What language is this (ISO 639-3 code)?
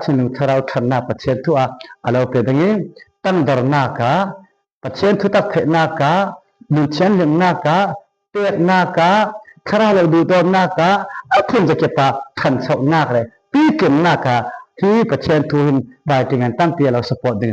cfm